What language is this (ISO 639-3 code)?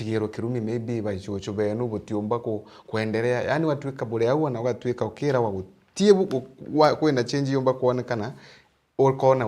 mer